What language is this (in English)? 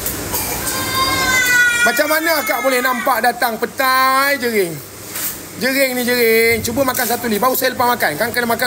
Malay